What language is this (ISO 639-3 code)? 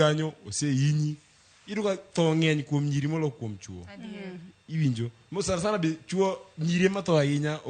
luo